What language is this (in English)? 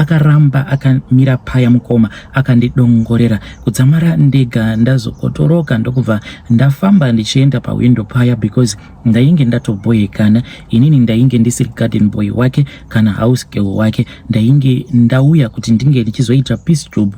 Shona